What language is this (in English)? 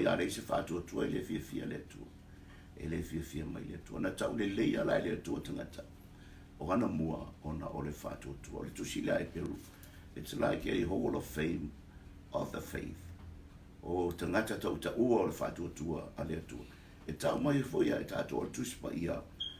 Samoan